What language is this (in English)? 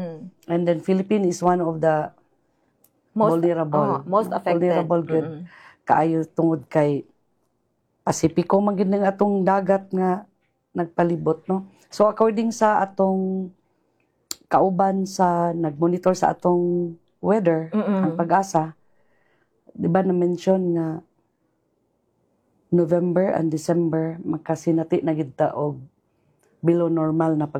Cebuano